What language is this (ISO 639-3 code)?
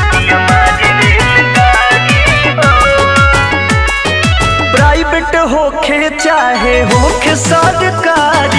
bho